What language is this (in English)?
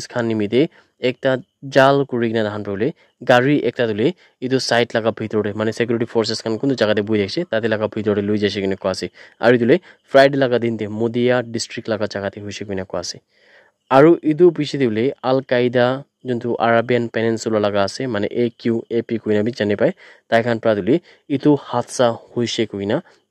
Naga Pidgin